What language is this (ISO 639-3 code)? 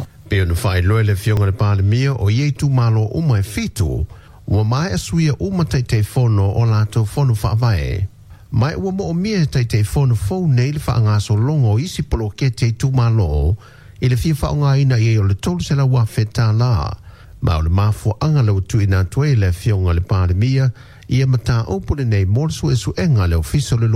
smo